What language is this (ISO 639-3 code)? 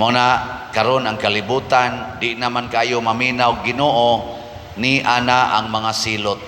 ceb